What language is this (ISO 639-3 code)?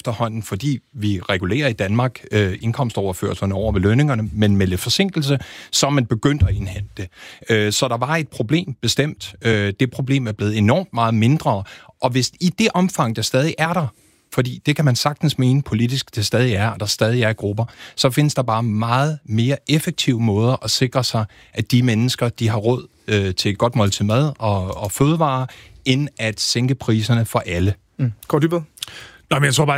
dan